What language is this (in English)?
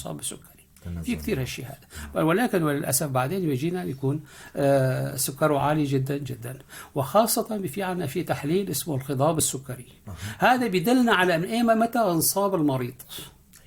North Levantine Arabic